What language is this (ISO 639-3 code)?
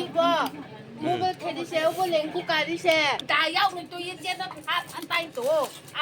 trp